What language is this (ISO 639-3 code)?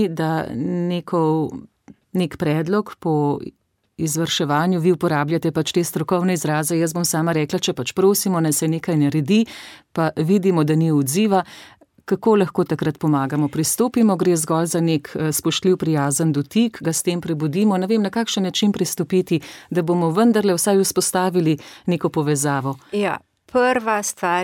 slv